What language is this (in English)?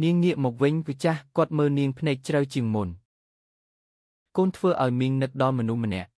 Khmer